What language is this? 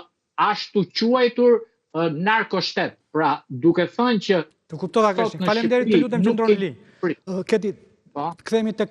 Albanian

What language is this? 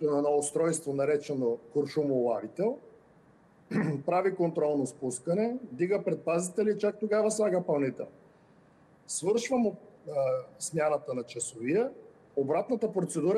Bulgarian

